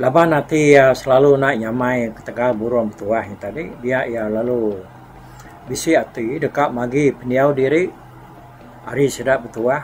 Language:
Iban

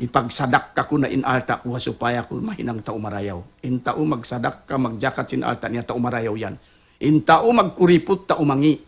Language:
Tausug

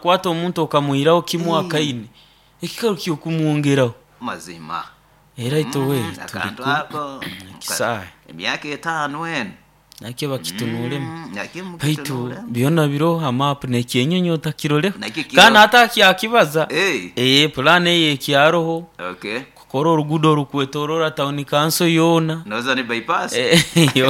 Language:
Nyoro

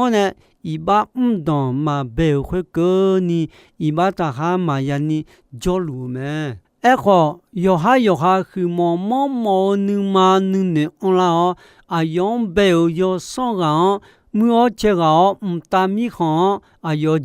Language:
Akha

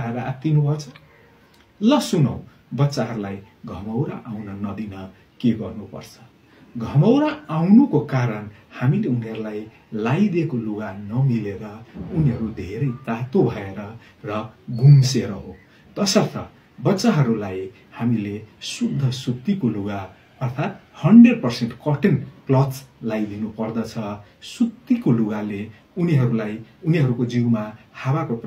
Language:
Nepali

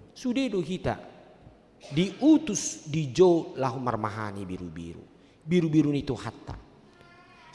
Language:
Batak Toba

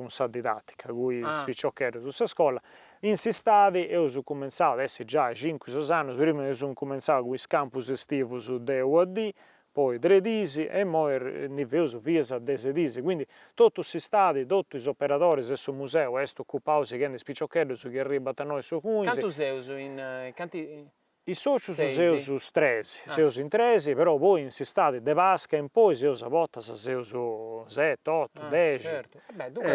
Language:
Sardinian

